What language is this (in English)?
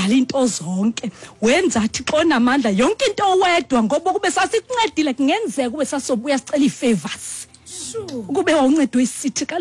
Xhosa